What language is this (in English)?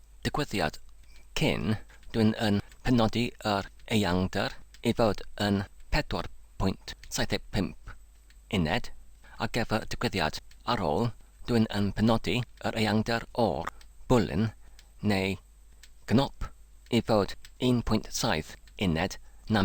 Welsh